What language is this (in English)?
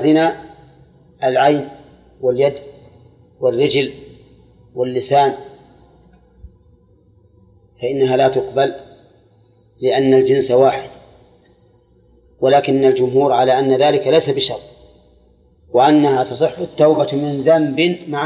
Arabic